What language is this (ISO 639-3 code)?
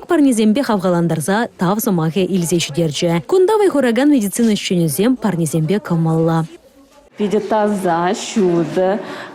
chv